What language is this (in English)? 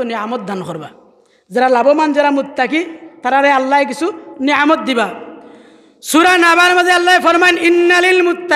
Sylheti